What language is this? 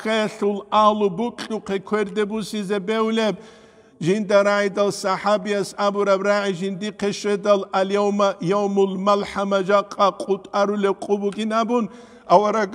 Avaric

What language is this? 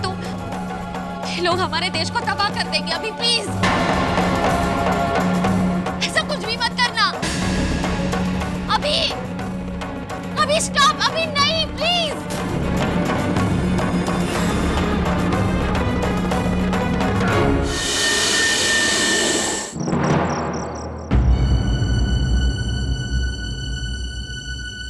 Hindi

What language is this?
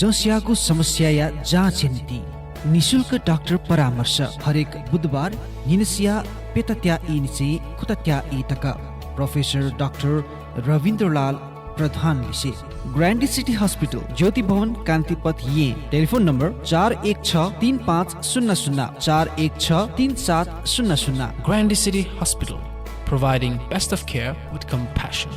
Newari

